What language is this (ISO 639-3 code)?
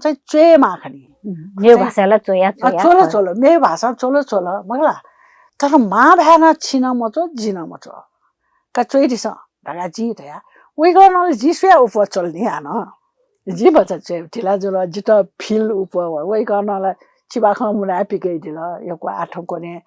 new